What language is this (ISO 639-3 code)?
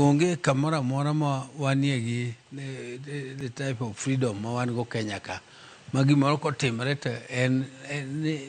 luo